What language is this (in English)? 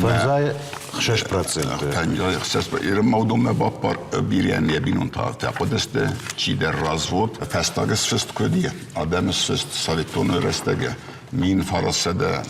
Ossetic